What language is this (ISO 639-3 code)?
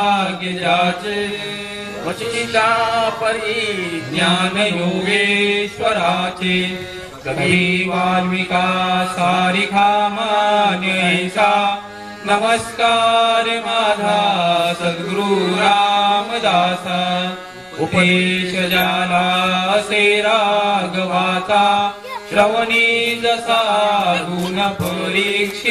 mar